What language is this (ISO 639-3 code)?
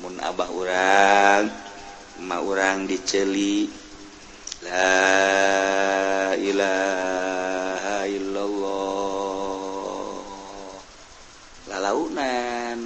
sun